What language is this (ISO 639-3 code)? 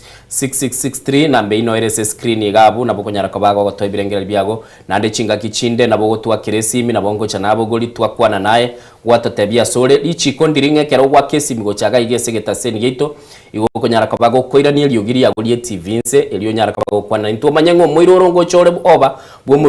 guz